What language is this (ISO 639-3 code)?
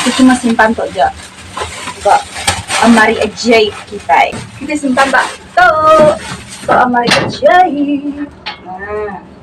iba